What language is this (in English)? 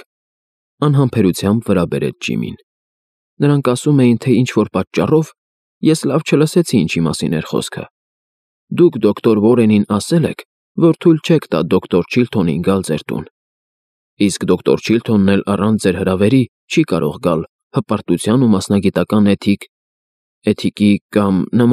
Armenian